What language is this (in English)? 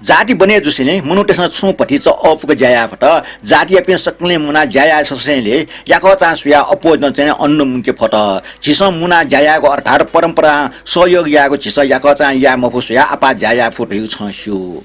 Newari